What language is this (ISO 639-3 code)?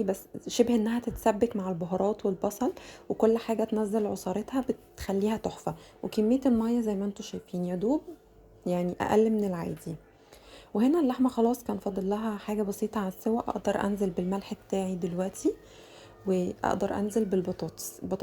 arz